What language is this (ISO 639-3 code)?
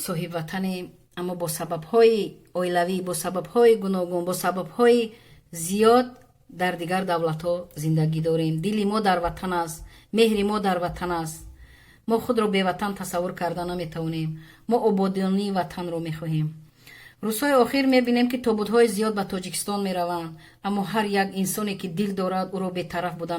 tgk